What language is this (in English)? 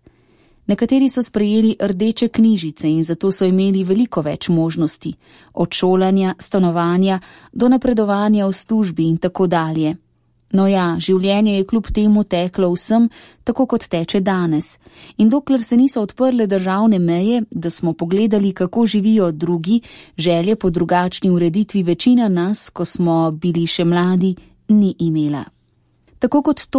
Slovenian